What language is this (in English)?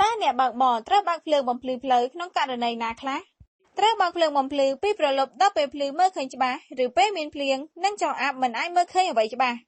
Khmer